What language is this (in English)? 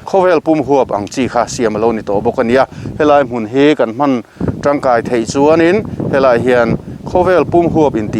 Mizo